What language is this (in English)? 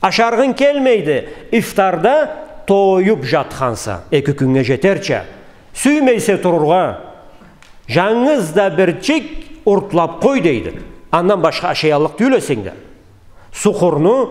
Karachay-Balkar